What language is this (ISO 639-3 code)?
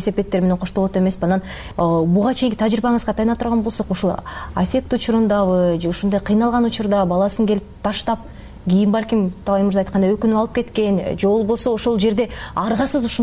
kir